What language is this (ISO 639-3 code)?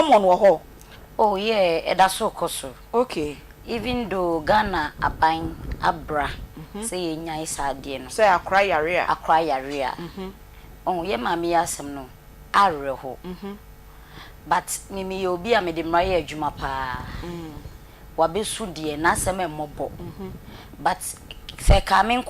aka